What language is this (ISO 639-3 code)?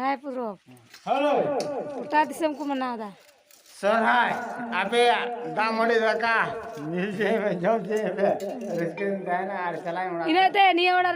sat